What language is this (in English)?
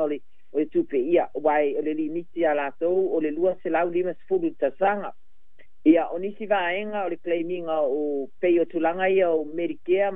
Samoan